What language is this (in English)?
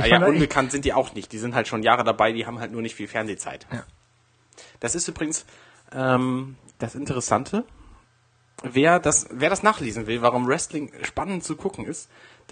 German